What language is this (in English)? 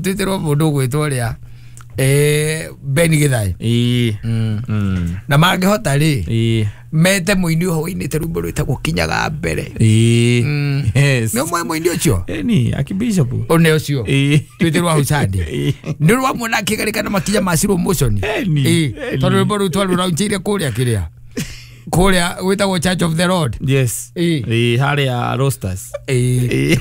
Kikuyu